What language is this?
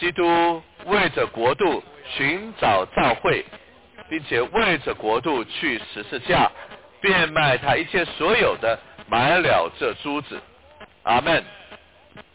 Chinese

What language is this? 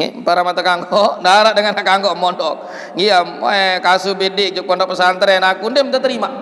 Sasak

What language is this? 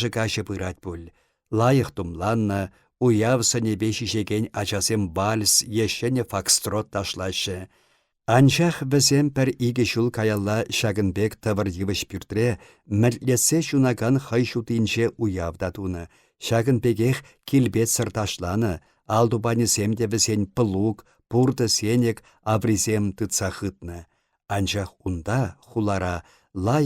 Chuvash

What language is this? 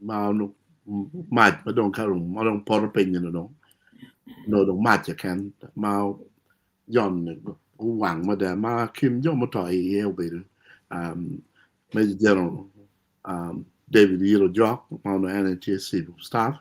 Acoli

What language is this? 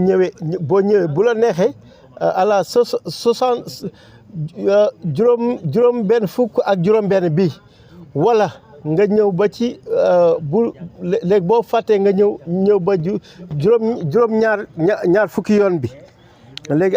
Wolof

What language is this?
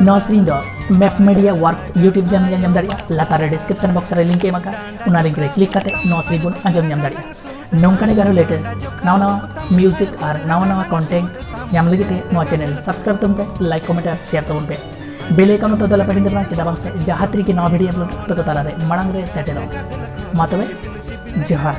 Santali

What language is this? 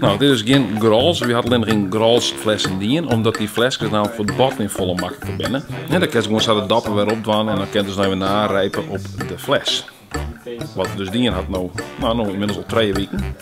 Western Frisian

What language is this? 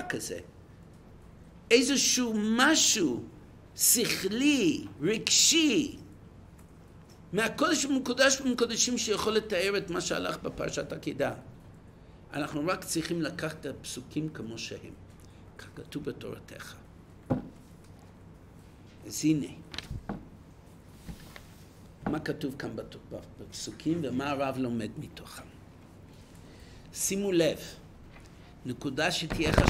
Hebrew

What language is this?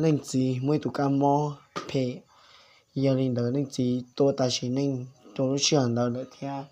Hmong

